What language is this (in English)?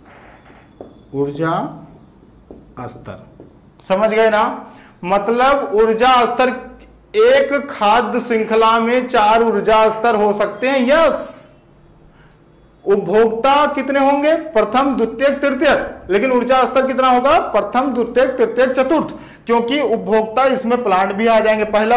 Hindi